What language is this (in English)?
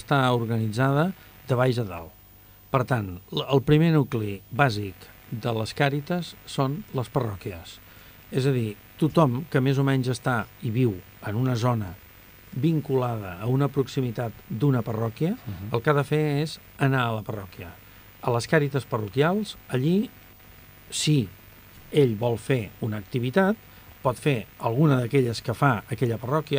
Catalan